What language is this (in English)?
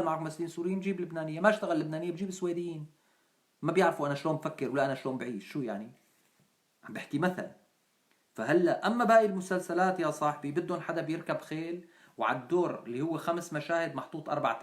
North Levantine Arabic